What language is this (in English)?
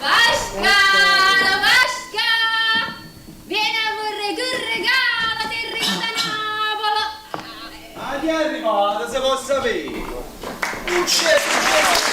Neapolitan